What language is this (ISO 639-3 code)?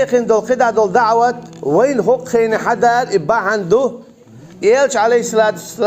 che